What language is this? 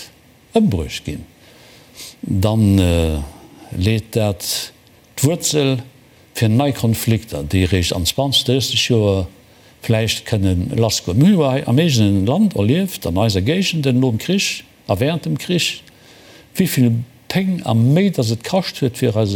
Luxembourgish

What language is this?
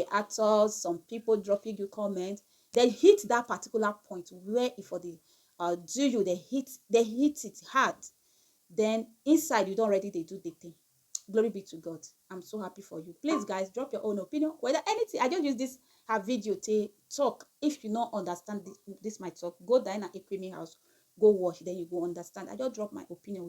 Nigerian Pidgin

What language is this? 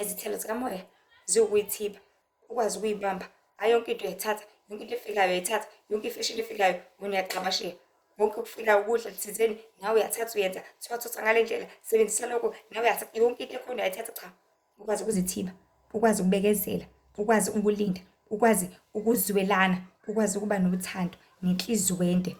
Zulu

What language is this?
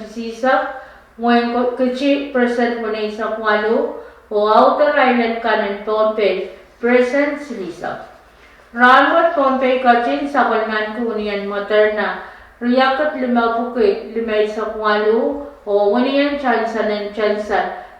Pohnpeian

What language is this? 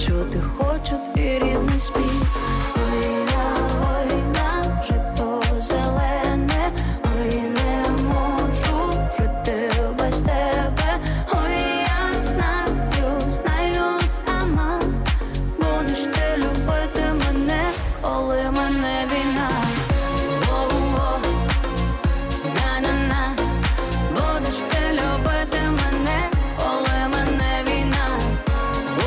Ukrainian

